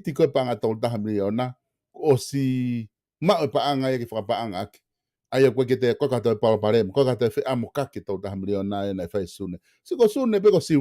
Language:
Tongan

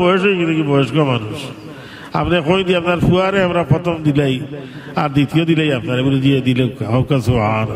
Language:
Sylheti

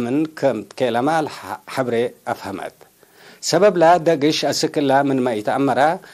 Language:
Tigre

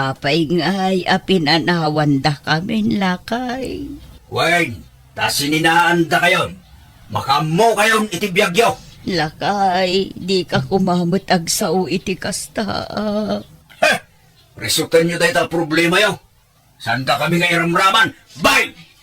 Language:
Iloko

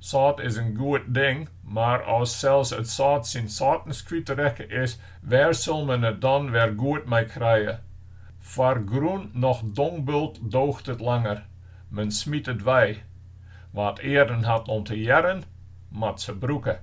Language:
Western Frisian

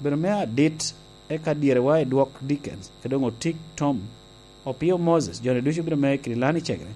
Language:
Lango (Uganda)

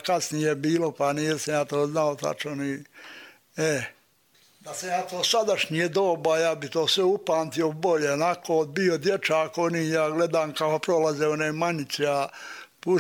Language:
Serbian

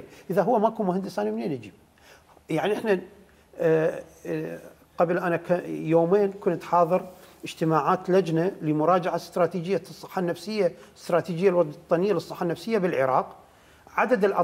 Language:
Mesopotamian Arabic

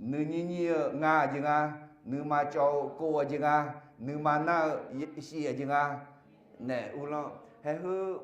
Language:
Akha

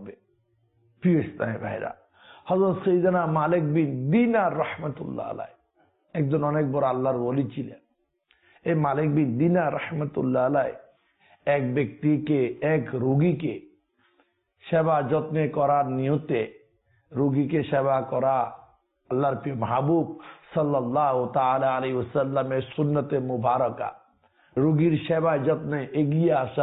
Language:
Bangla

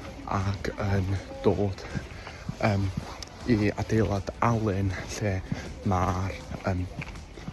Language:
Welsh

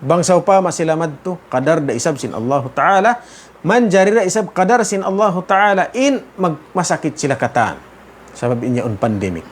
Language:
Tausug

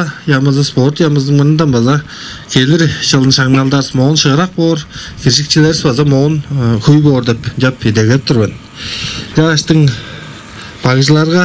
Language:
Tuvinian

